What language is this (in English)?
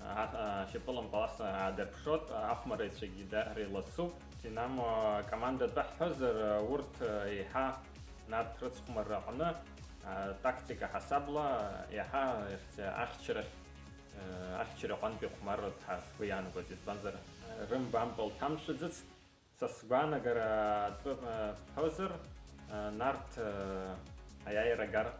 Abkhazian